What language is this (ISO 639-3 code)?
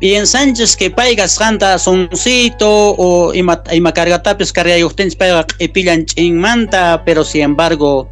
quh